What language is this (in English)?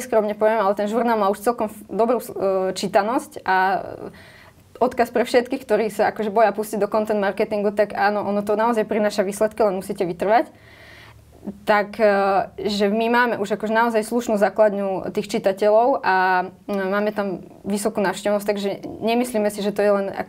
Slovak